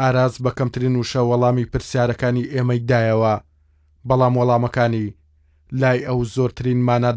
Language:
Central Kurdish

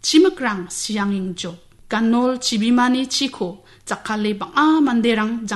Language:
Garo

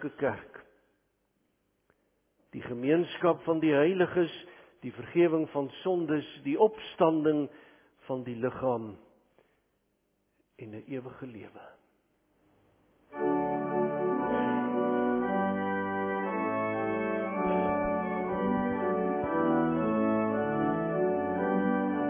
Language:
Afrikaans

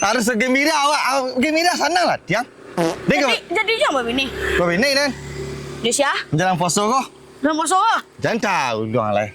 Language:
Minangkabau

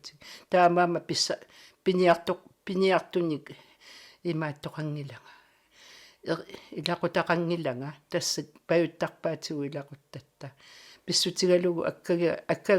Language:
Kalaallisut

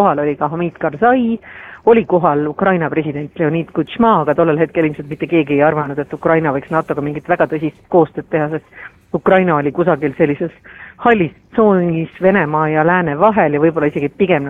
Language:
Estonian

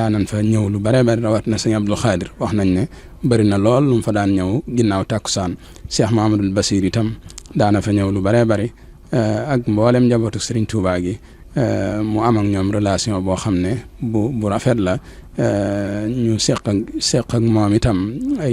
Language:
Wolof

